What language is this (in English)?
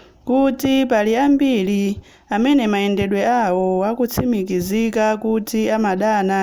Nyanja